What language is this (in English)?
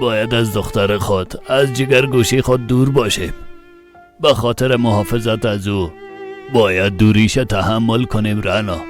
Persian